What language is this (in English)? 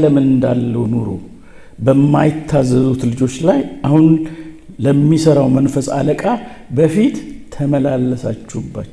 Amharic